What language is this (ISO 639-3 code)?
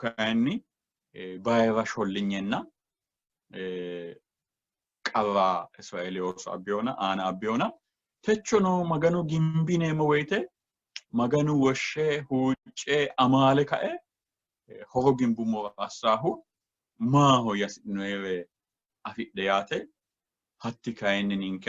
sid